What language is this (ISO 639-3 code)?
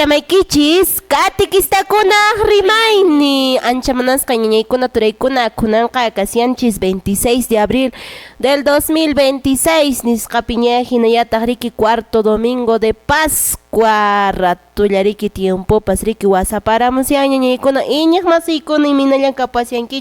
que